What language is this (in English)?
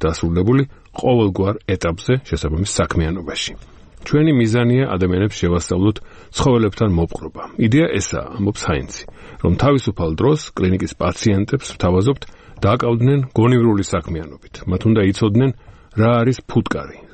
Georgian